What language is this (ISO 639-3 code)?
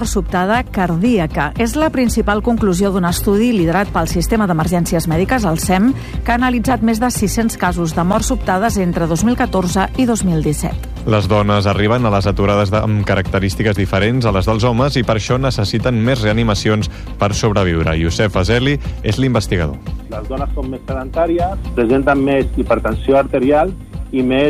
cat